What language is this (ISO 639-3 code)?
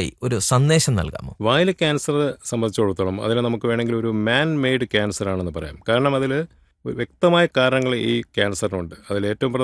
mal